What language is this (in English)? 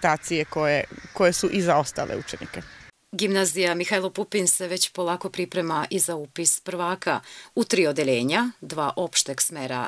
Serbian